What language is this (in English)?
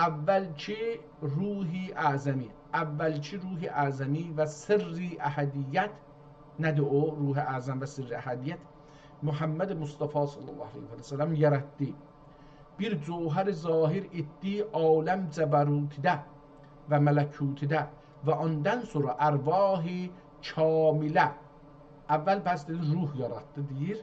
South Azerbaijani